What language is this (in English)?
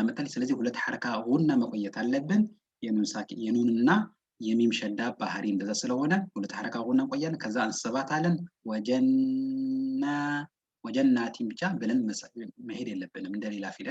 Amharic